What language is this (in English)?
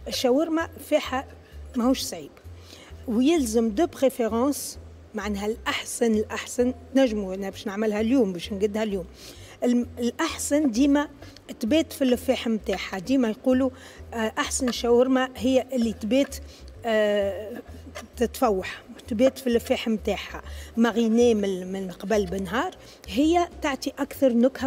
Tunisian Arabic